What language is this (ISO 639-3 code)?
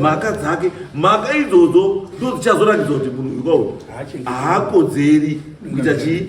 sna